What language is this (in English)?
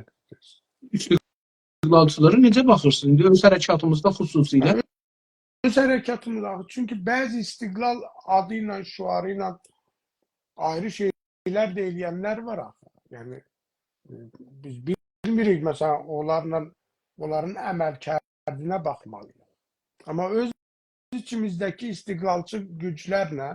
South Azerbaijani